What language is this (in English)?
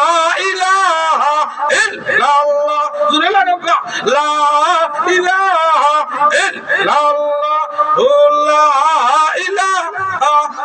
Sylheti